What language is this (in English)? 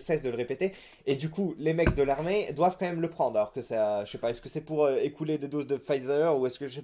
French